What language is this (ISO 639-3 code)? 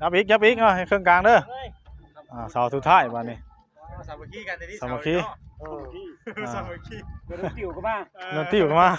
tts